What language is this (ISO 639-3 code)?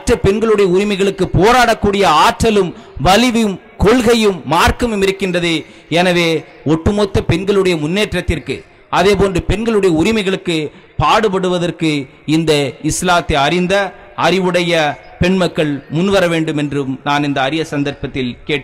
tam